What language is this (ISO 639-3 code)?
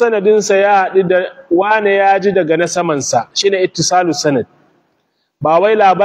hau